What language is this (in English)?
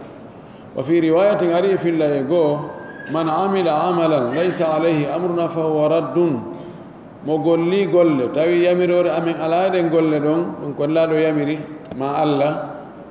Pular